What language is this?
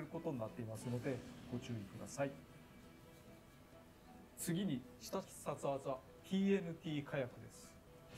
Japanese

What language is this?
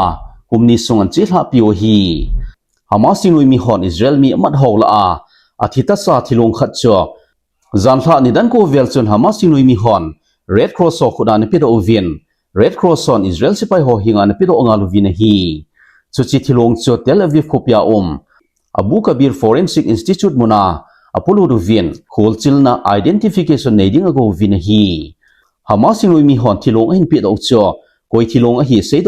Thado Chin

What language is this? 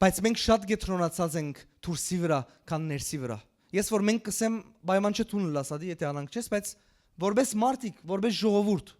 Western Armenian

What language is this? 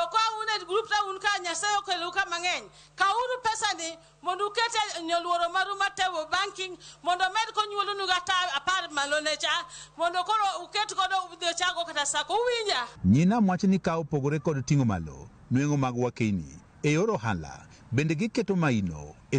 Luo (Kenya and Tanzania)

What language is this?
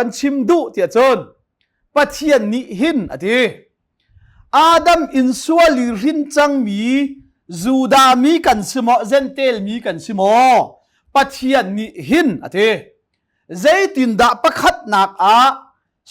Hakha Chin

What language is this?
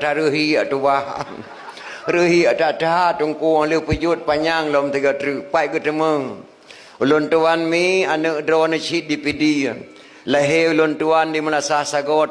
Achinese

